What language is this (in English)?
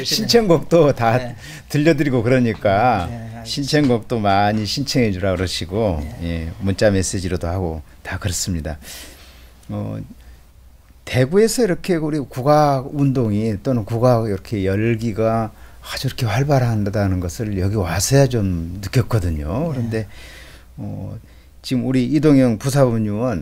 Korean